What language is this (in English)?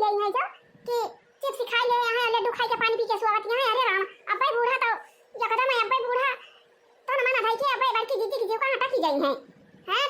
Awadhi